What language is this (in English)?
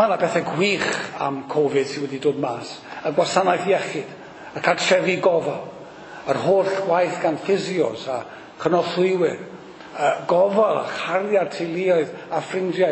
Welsh